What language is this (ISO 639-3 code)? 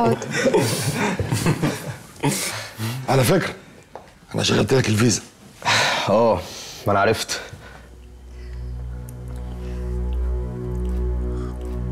arz